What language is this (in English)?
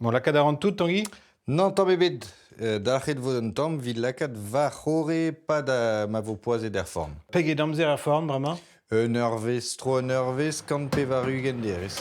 Breton